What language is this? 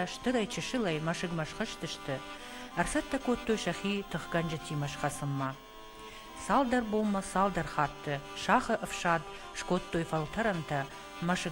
Ossetic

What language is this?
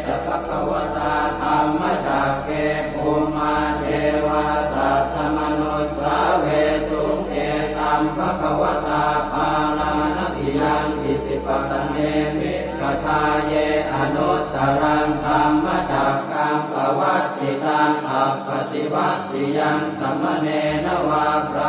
Pali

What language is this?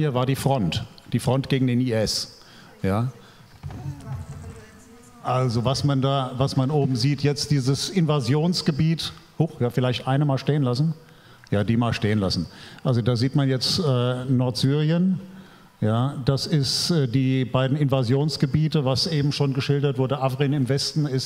German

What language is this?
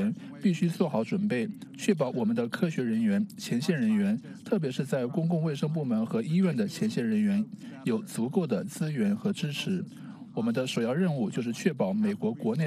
Chinese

